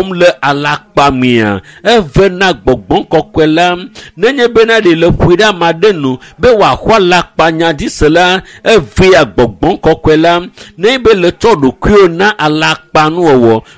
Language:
Ewe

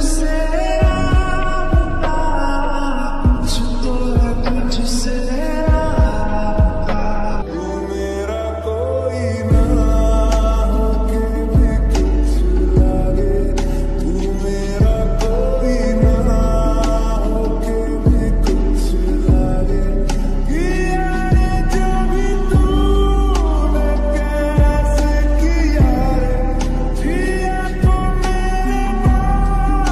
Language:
Hindi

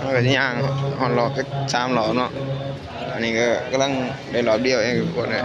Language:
Lao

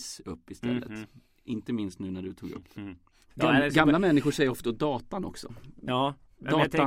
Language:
Swedish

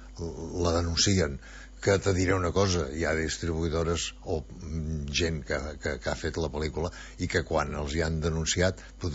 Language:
Catalan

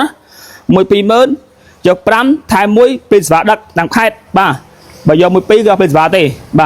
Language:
Khmer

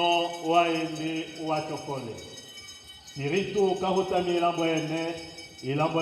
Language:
Tetela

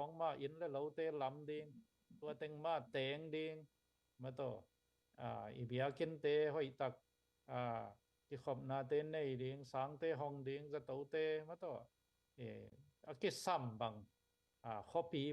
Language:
Tedim Chin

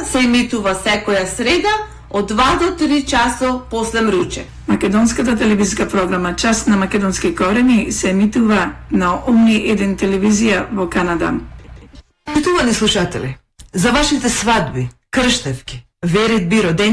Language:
Macedonian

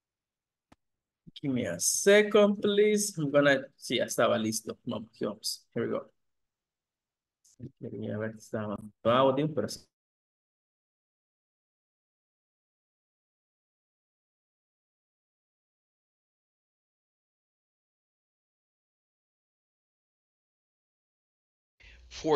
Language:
Spanish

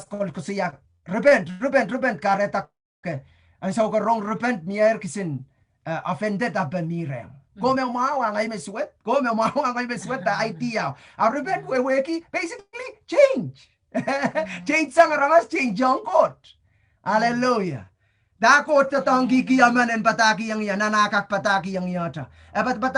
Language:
Pohnpeian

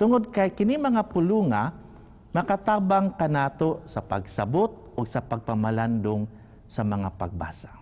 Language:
Cebuano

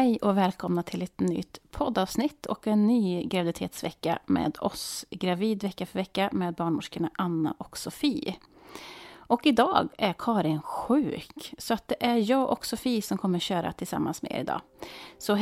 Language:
Swedish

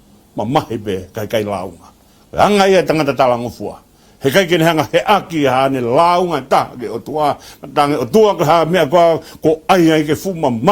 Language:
Tongan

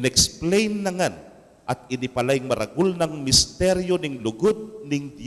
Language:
Pampanga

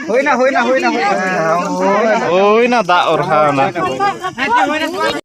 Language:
Santali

